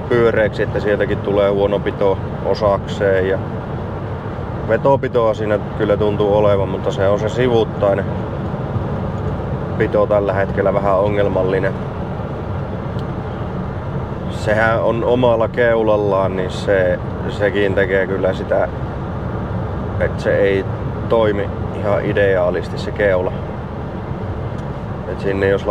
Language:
Finnish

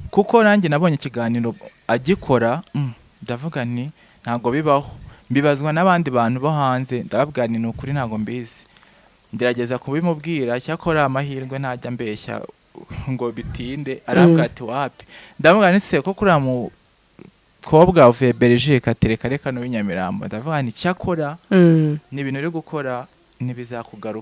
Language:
Kinyarwanda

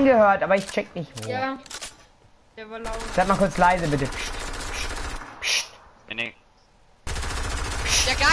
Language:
German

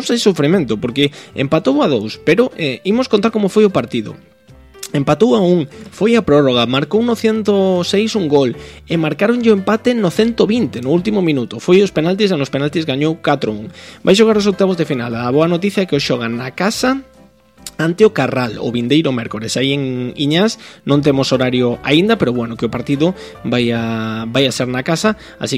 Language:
Galician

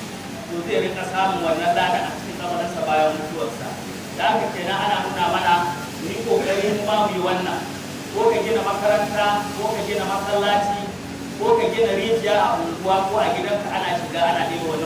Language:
Hausa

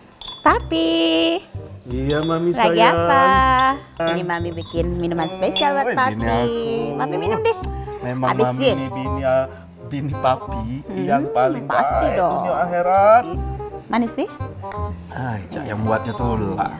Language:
Musi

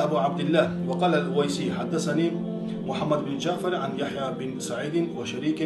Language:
Kumyk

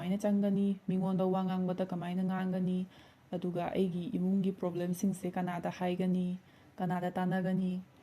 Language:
Manipuri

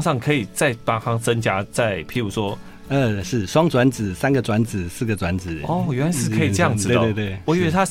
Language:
Chinese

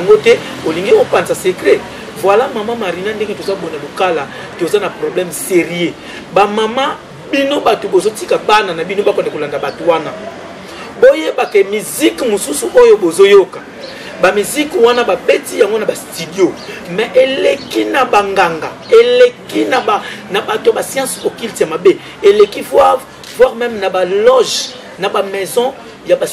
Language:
Lingala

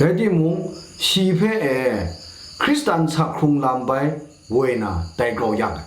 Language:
Kachin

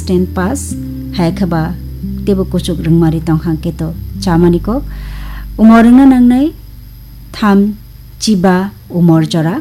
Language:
Kok Borok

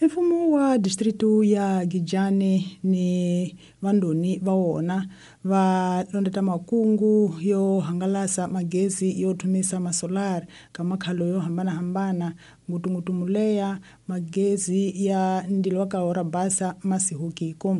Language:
Tsonga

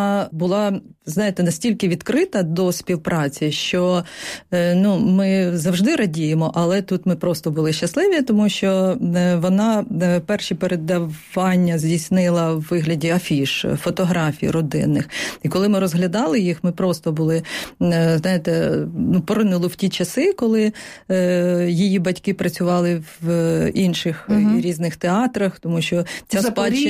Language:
Ukrainian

